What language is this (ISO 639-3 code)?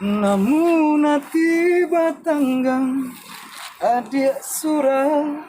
min